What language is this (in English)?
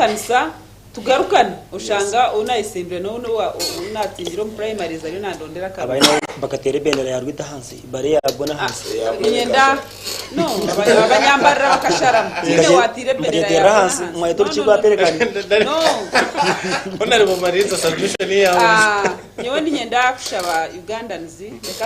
Nyankole